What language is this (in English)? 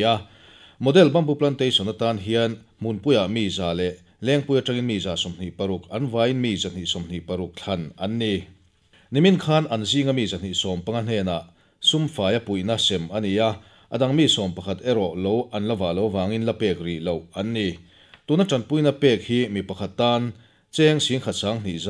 Mizo